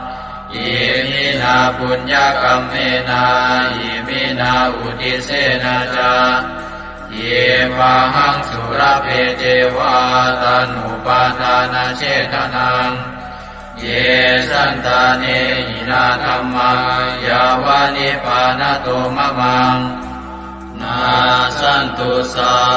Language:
Pali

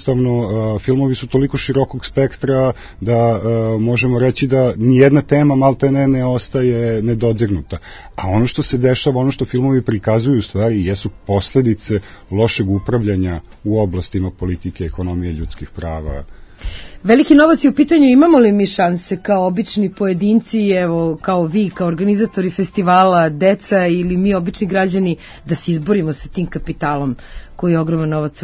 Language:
Serbian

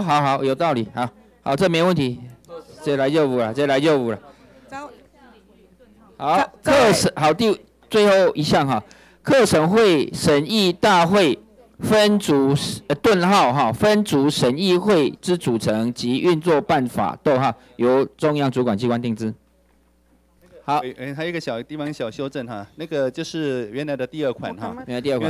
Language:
Chinese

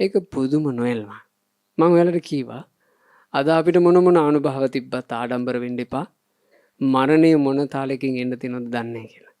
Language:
Sinhala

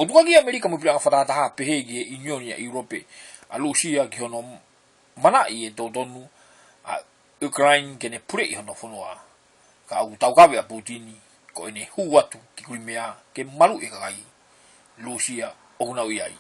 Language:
Tongan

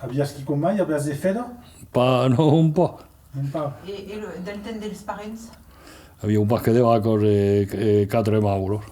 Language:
Occitan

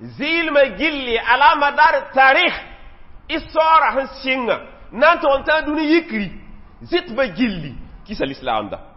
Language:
Mossi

